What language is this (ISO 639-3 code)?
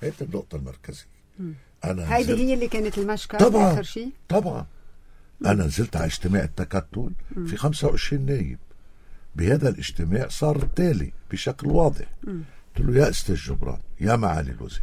apc